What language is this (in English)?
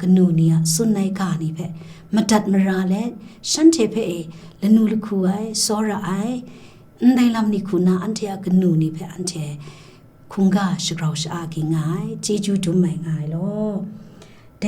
Kachin